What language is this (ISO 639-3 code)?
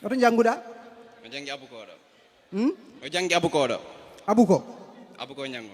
ful